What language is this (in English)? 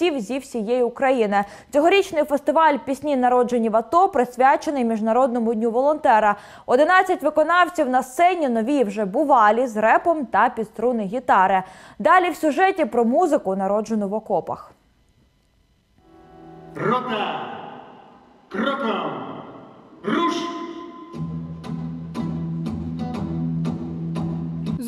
Ukrainian